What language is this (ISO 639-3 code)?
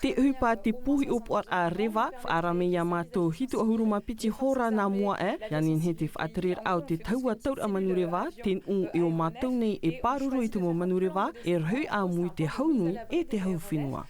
tah